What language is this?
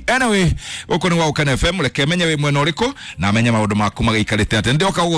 Kikuyu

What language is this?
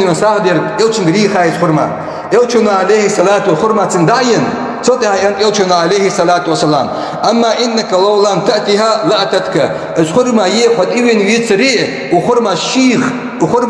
Ingush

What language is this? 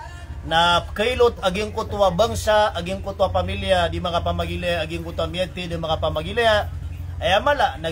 Maranao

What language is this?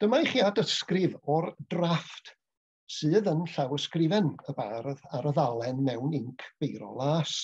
Welsh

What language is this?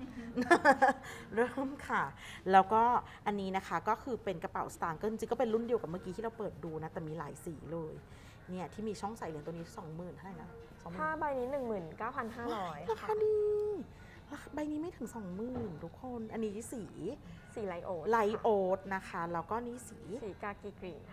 Thai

